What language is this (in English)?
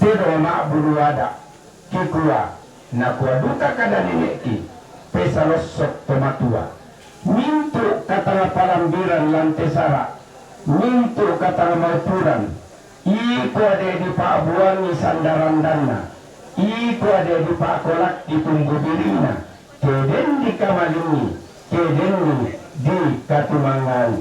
Toraja-Sa'dan